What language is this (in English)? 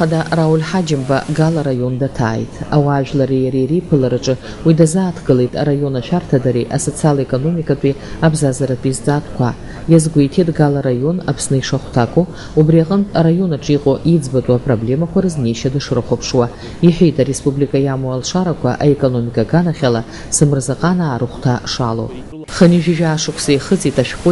Abkhazian